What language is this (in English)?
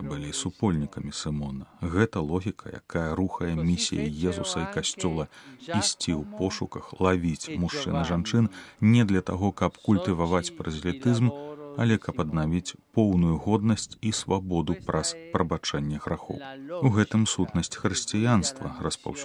Belarusian